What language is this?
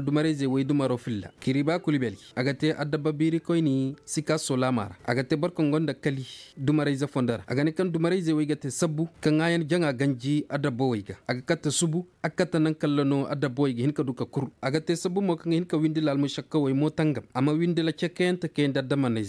Zarma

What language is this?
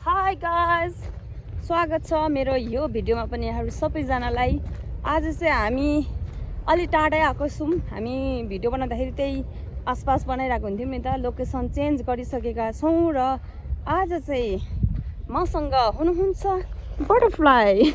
Nepali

